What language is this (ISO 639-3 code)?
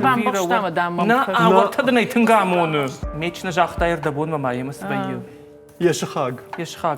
oss